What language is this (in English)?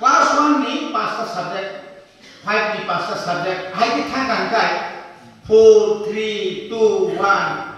Kok Borok